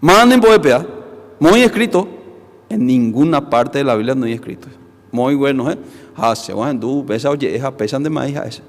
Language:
Guarani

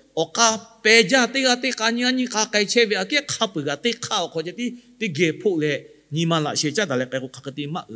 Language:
Lahu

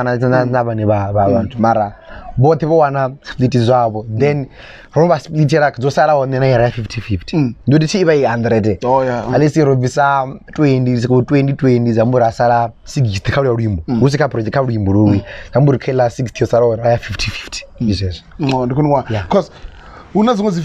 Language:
Venda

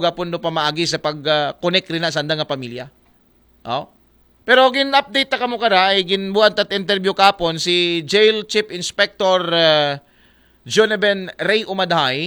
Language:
Aklanon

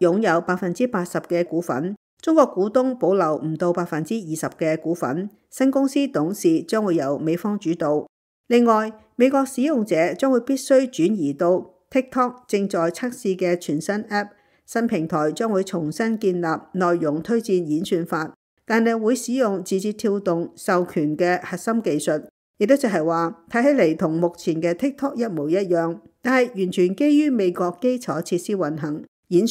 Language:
Cantonese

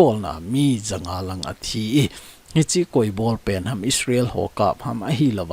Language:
Thado Chin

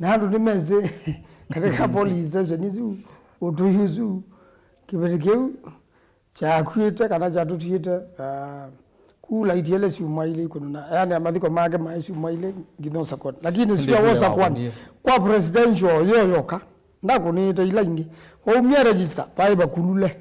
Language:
Kamba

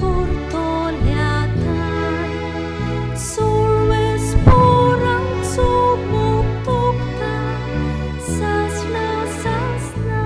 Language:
Konkani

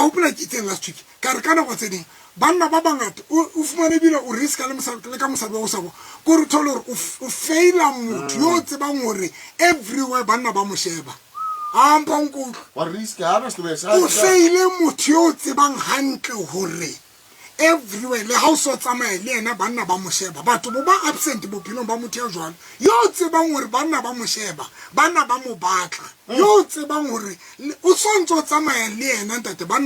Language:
Tswana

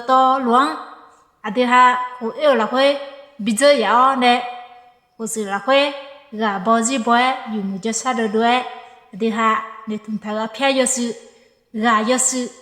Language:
Akha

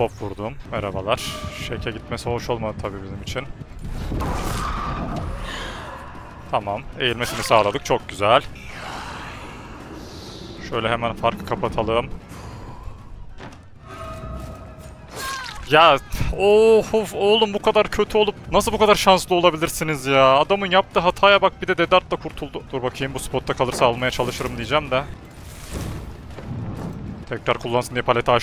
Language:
Turkish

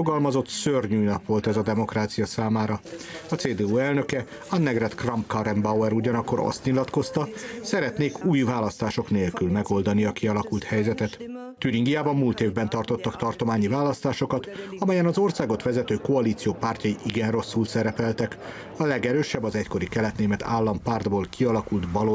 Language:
Hungarian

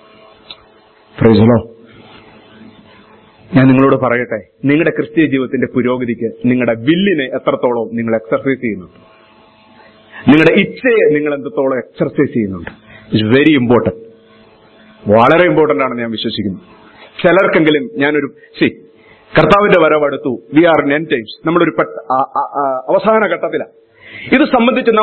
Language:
Malayalam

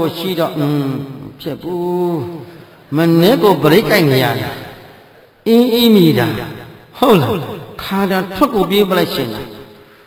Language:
Burmese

